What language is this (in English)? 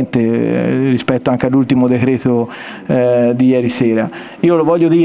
Italian